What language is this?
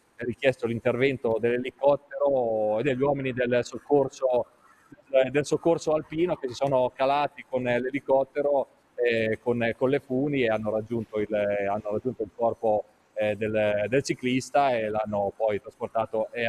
Italian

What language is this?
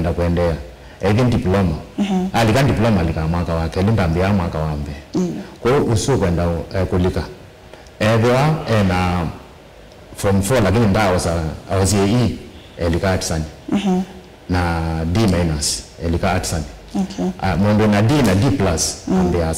Kamba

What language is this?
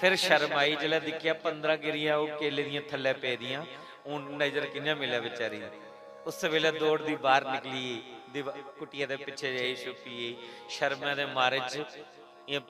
Dogri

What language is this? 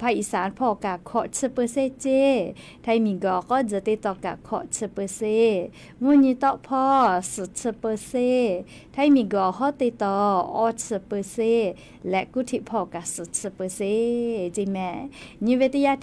Lahu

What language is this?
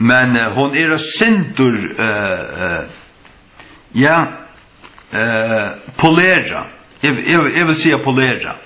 Faroese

